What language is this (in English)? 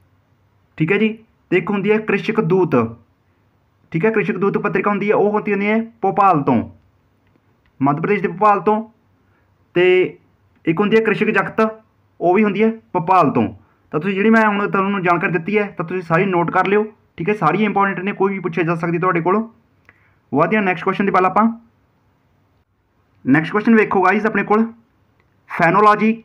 Punjabi